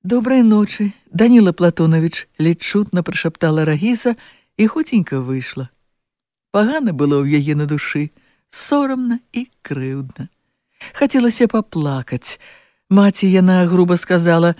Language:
Belarusian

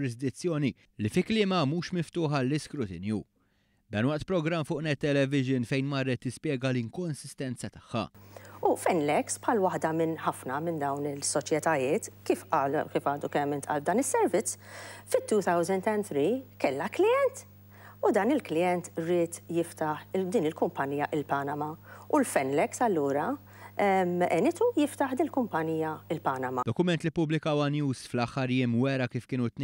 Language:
Maltese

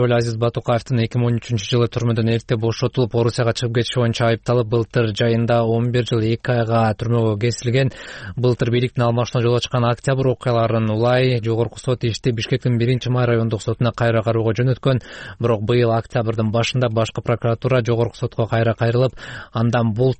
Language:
Kyrgyz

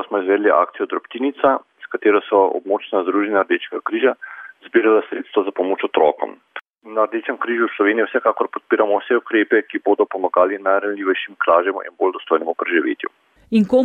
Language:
Slovenian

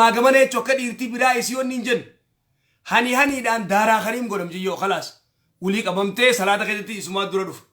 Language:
Oromo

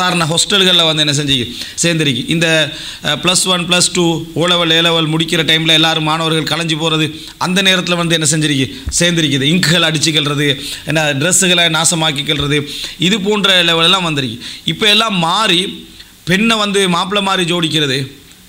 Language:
Tamil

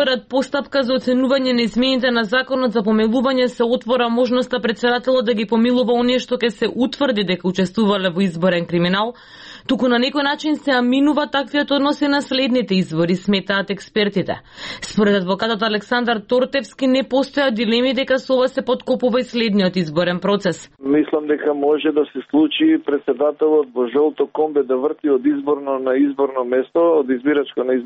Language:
Macedonian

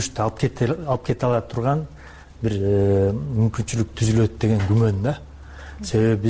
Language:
Kyrgyz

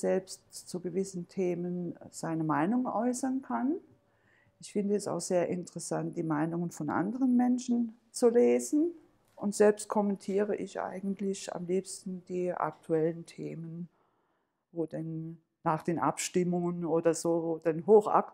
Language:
Swiss German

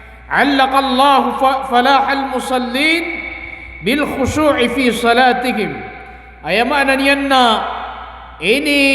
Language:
Maranao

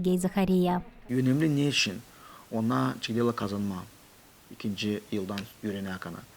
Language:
Gagauz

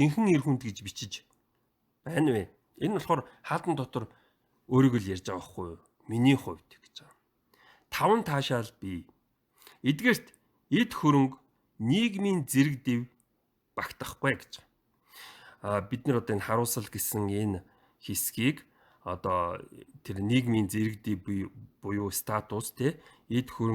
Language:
Mongolian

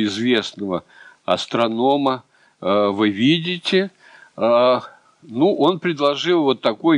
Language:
Russian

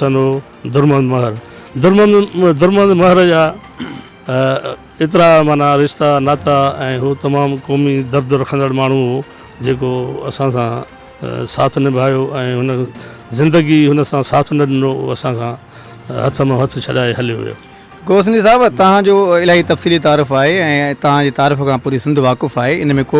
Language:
Sindhi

